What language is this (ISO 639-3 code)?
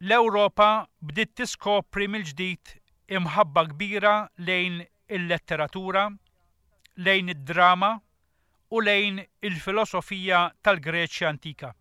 mlt